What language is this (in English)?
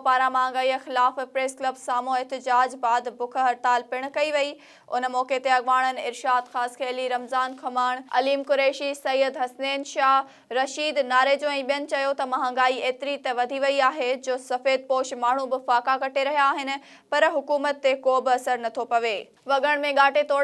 Sindhi